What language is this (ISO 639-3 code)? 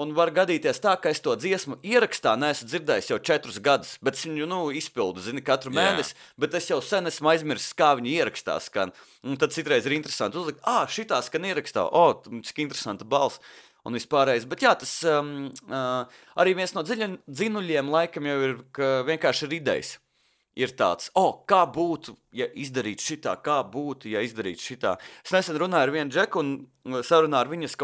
lav